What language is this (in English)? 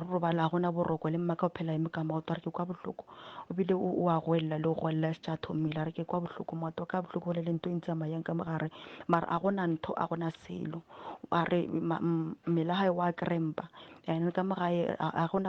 Northern Sotho